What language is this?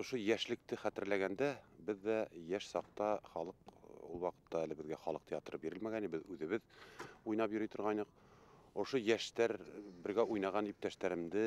Bashkir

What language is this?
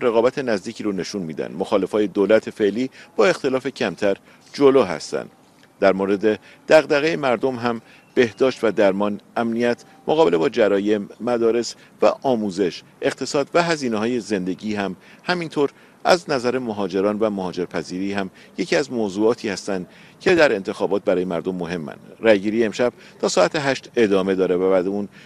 Persian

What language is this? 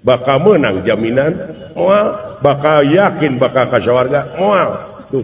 Sundanese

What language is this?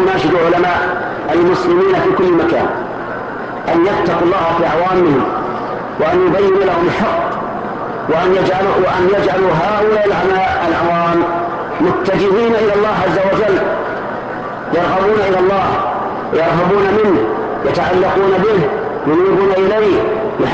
Arabic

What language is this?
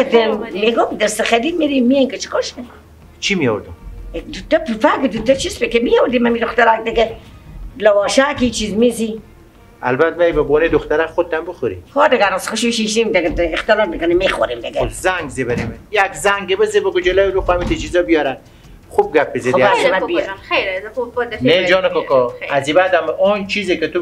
Persian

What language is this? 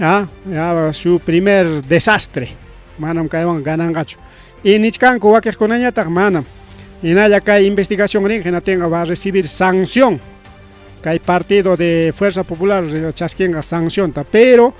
Ayacucho Quechua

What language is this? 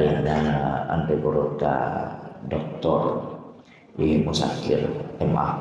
Buginese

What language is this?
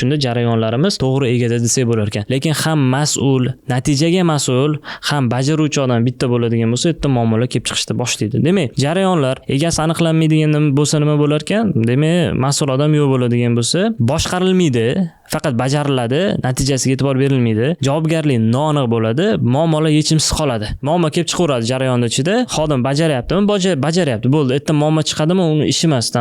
Uzbek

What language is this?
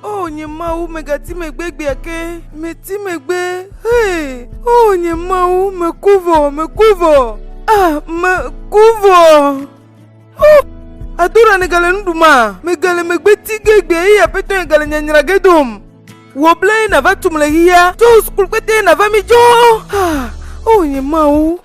Ewe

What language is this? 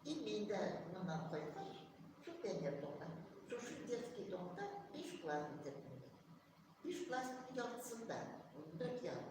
Tatar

